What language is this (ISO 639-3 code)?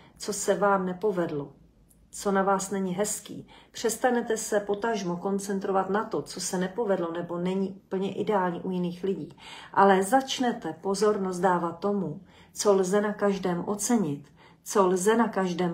ces